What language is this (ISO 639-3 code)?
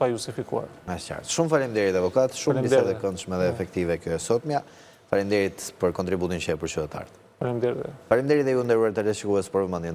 sqi